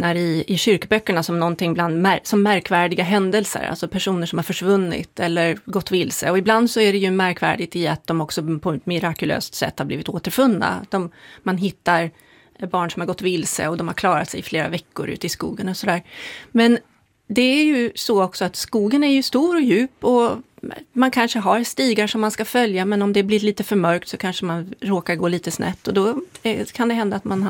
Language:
Swedish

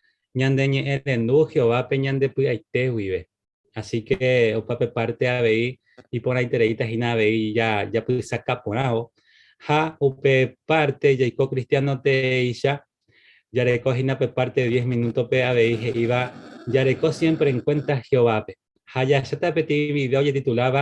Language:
Guarani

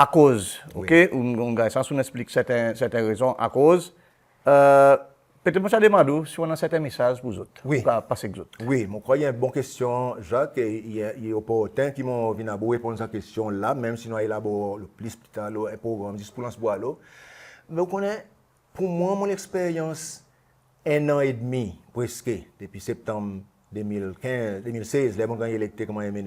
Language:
Seselwa Creole French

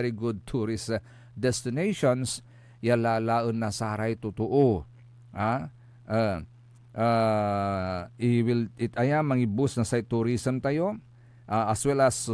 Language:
Pangasinan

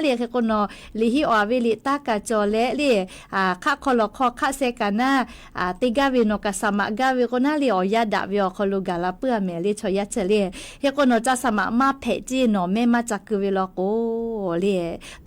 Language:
Lahu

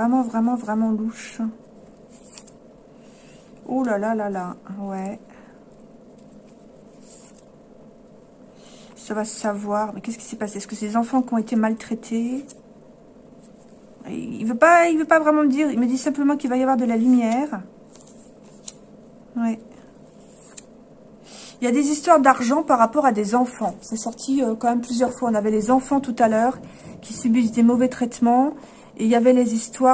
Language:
French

